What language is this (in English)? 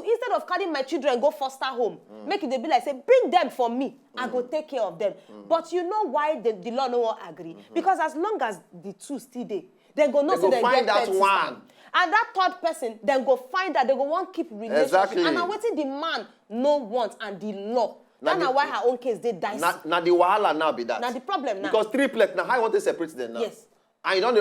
Nigerian Pidgin